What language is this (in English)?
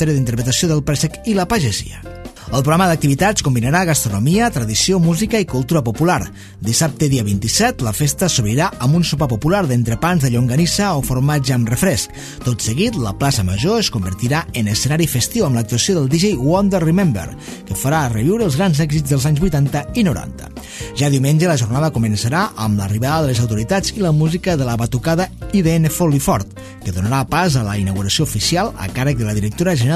Catalan